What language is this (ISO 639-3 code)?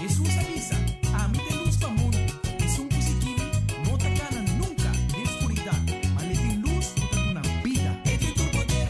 pap